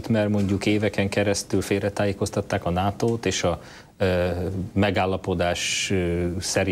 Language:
Hungarian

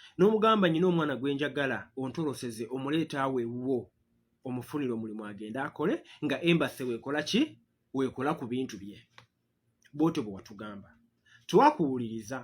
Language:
Ganda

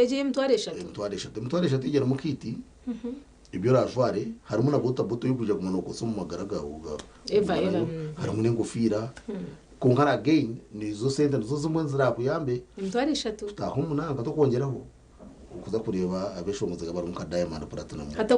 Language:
Nyankole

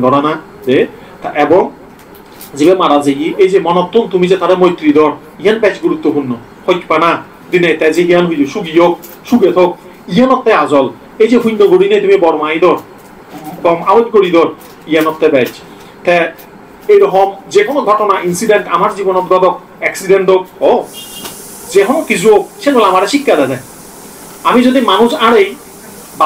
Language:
Chakma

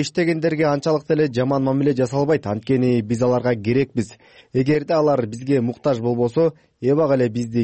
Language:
Kyrgyz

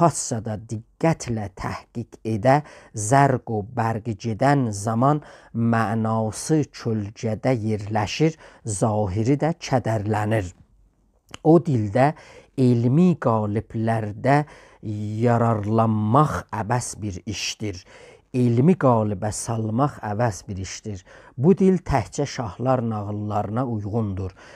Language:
South Azerbaijani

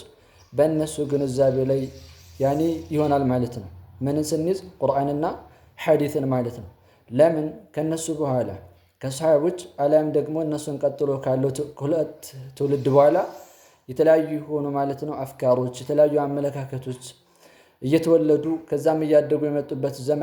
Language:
Amharic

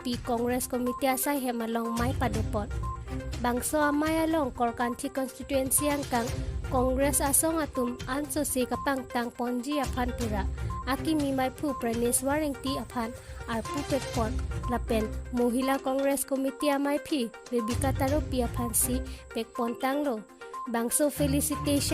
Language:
Karbi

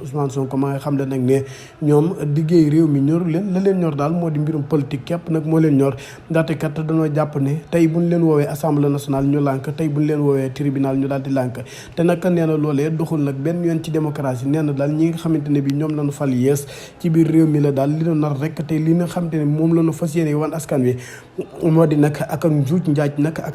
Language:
Wolof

